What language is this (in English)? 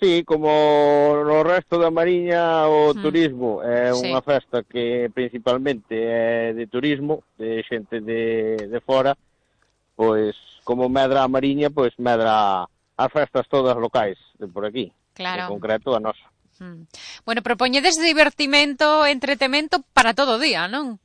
Galician